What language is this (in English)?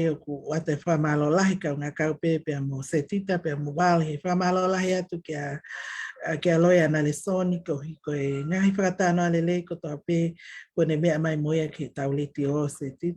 Tongan